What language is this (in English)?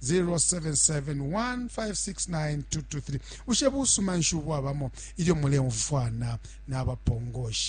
Bemba